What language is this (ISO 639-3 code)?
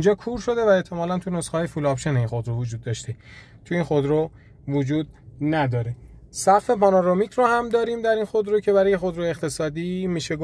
fas